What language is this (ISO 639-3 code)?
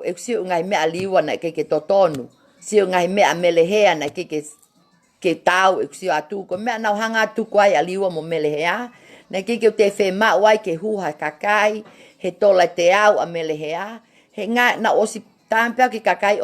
ton